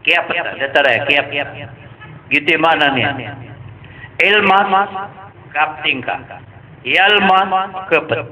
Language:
Maranao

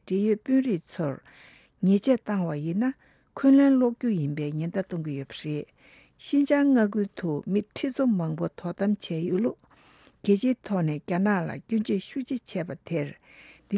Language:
Tibetan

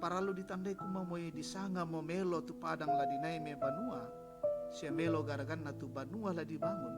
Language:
Toraja-Sa'dan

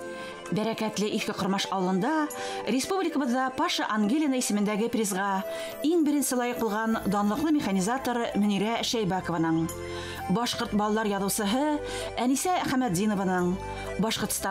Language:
Bashkir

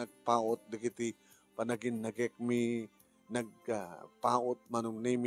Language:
Iloko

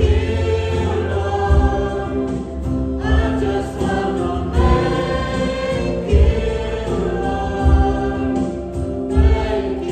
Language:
Central Mnong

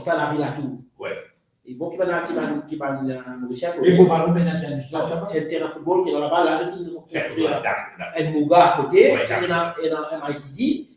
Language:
Morisyen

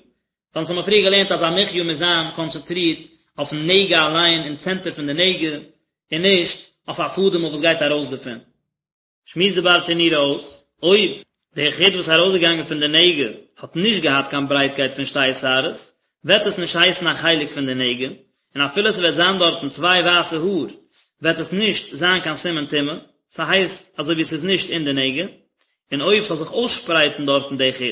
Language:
Yiddish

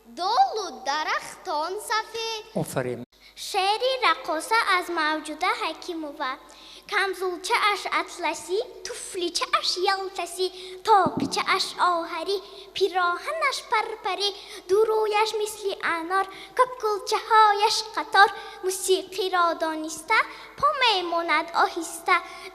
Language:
Tajik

